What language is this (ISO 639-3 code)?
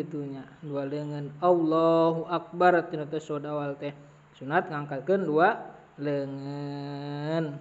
sun